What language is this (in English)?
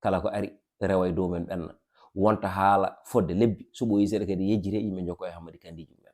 Fula